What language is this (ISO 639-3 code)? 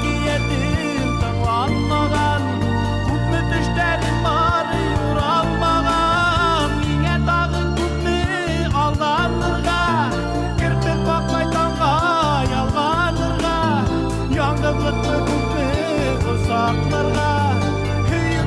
bak